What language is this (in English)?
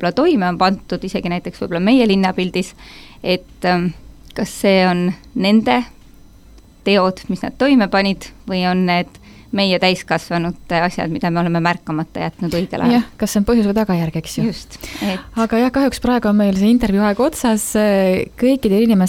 Estonian